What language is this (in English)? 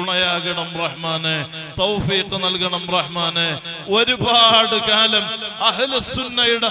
Malayalam